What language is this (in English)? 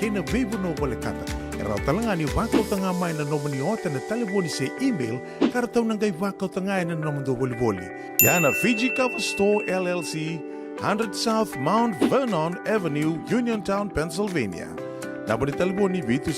Fijian